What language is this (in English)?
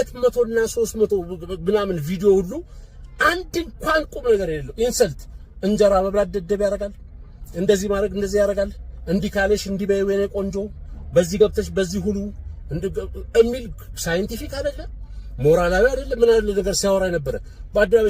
Amharic